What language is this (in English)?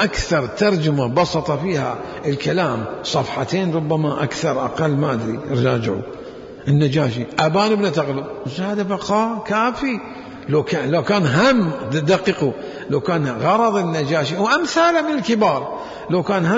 Mesopotamian Arabic